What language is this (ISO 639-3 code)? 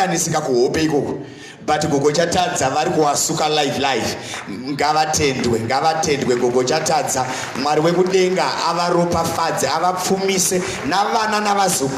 sna